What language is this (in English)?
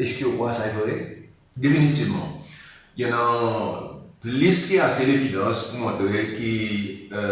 Seselwa Creole French